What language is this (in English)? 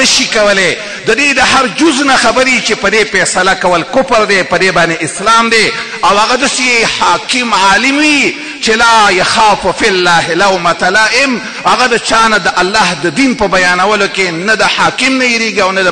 Pashto